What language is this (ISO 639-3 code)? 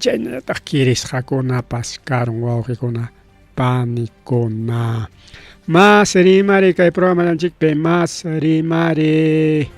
quy